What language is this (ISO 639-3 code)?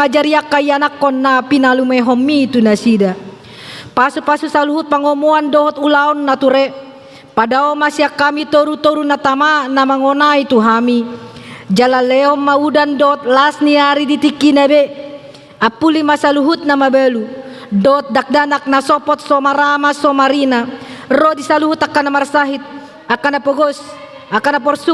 bbc